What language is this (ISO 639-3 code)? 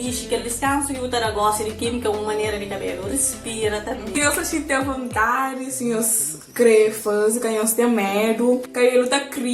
kea